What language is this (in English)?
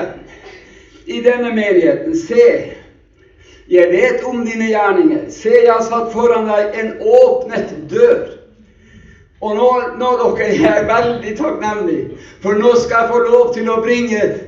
Norwegian